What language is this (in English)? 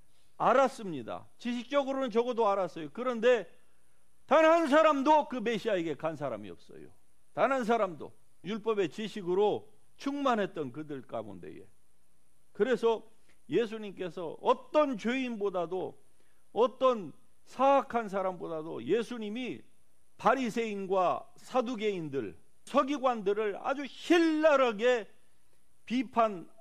Korean